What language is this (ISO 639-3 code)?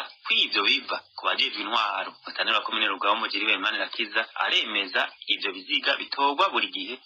run